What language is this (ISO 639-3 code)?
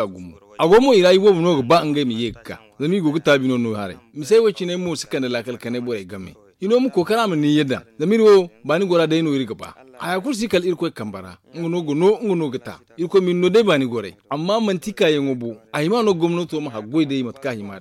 dje